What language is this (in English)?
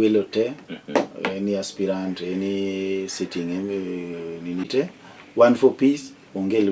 Luo (Kenya and Tanzania)